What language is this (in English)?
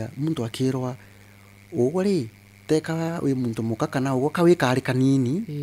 Meru